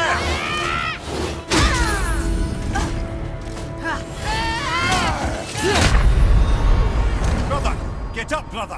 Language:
English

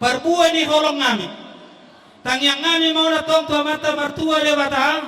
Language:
Batak Toba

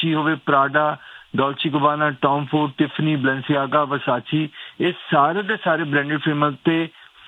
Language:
Punjabi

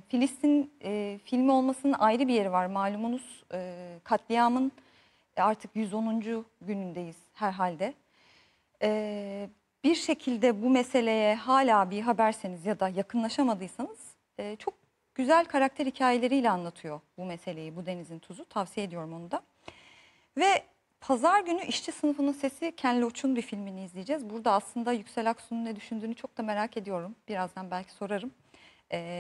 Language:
Turkish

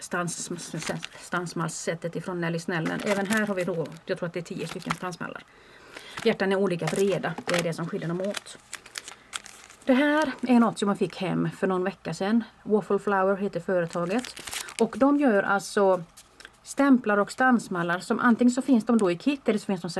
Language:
Swedish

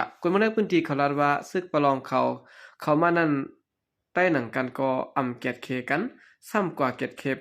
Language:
Shan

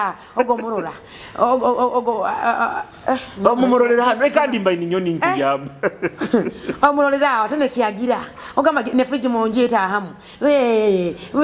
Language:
Nyoro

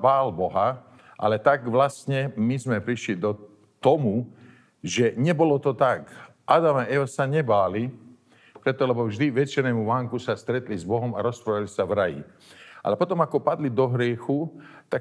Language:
Slovak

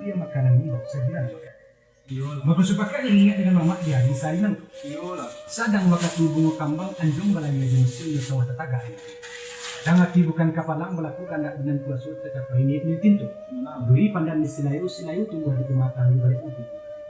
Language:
Minangkabau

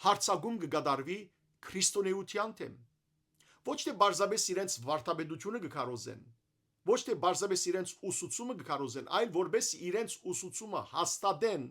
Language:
Western Armenian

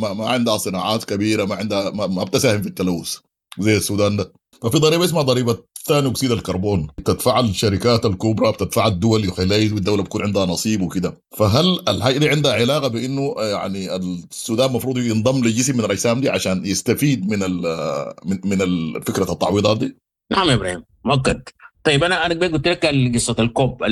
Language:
Sudanese Arabic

